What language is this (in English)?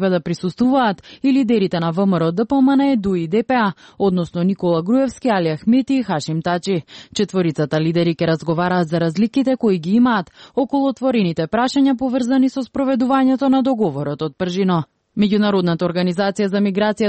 Macedonian